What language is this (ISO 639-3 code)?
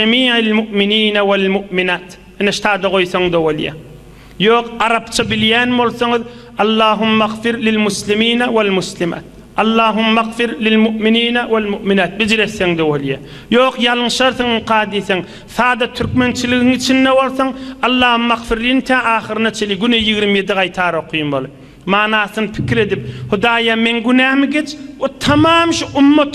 tuk